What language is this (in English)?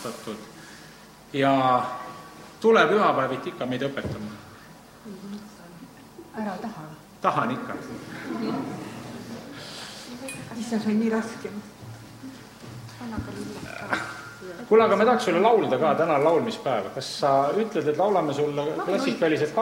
Estonian